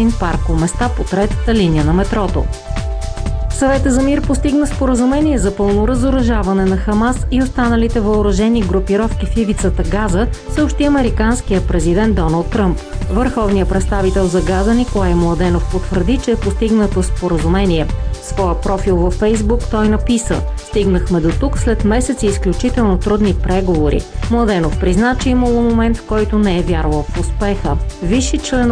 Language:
Bulgarian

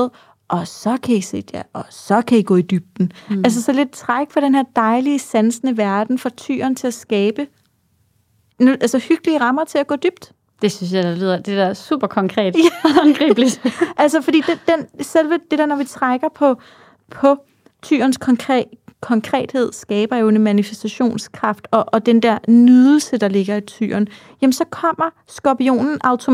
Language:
Danish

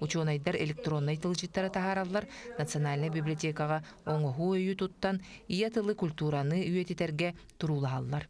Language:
Yakut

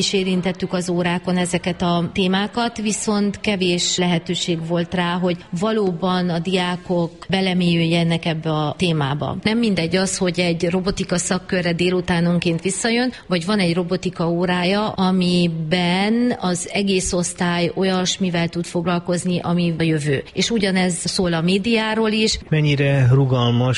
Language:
Hungarian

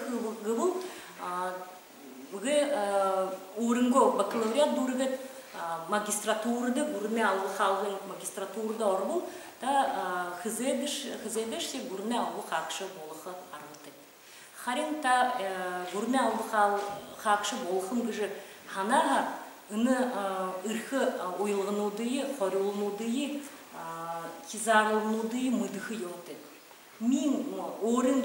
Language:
Buriat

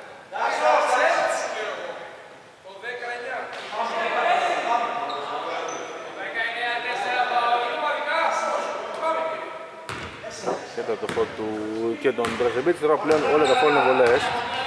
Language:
Greek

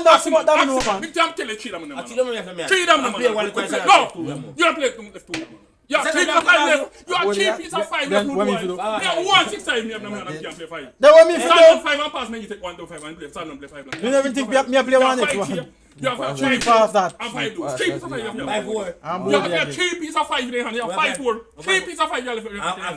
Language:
Jamaican Creole English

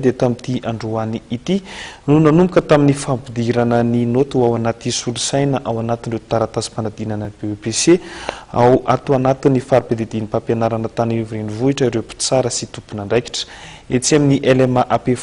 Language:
Malagasy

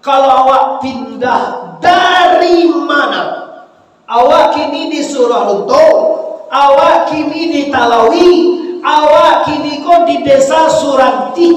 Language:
Minangkabau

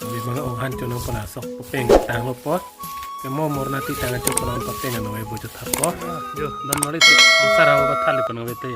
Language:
Karbi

